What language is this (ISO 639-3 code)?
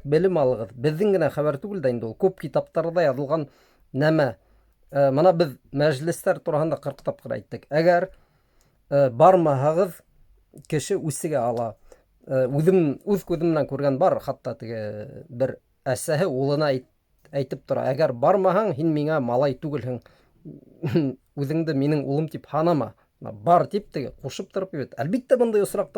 bak